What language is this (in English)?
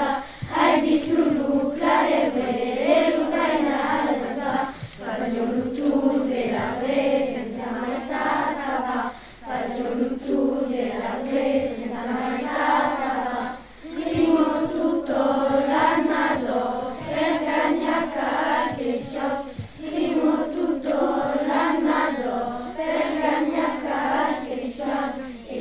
Occitan